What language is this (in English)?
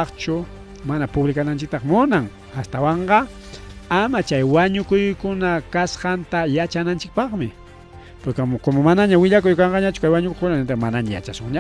Ayacucho Quechua